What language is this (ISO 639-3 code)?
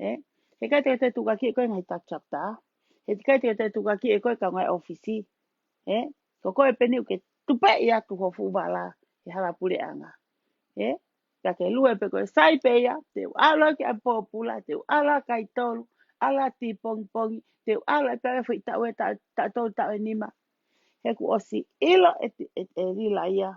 ton